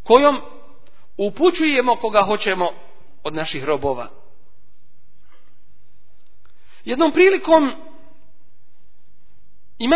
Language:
Bosnian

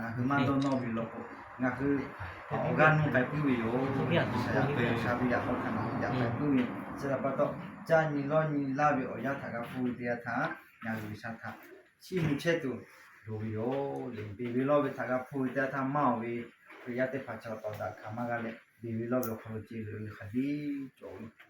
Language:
Lahu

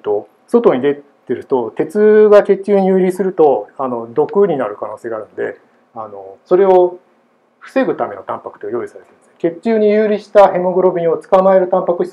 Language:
Japanese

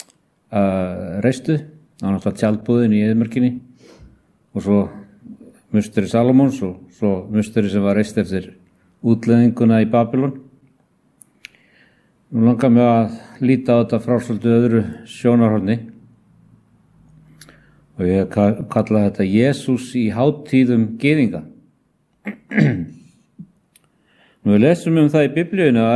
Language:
Icelandic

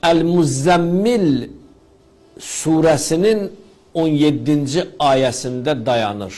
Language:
Azerbaijani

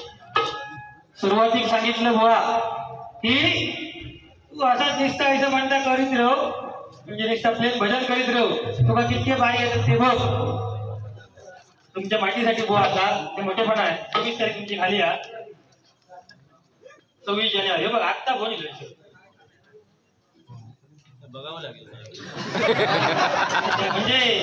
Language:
Marathi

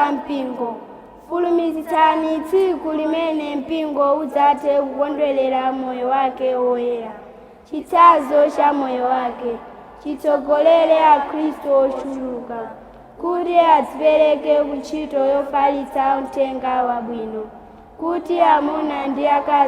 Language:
Nyanja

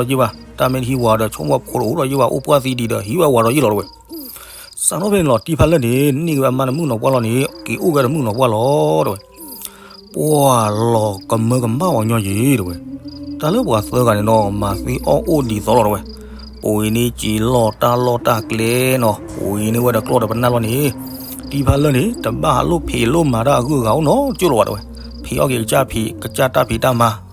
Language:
S'gaw Karen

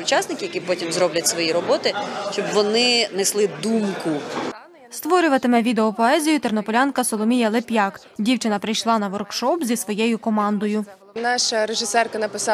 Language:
Ukrainian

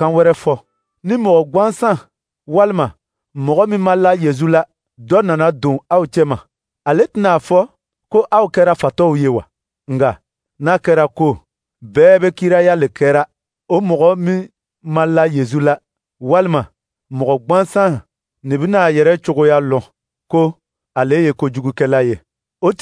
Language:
Dyula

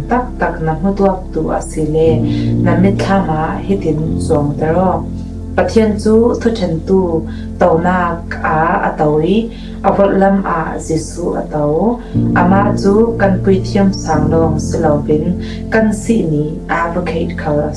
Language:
Falam Chin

